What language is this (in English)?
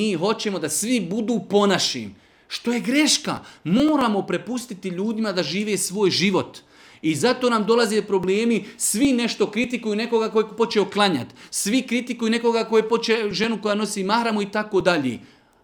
Serbian